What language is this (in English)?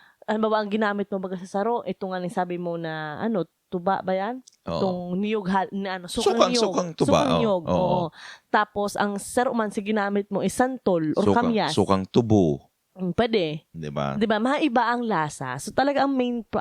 Bikol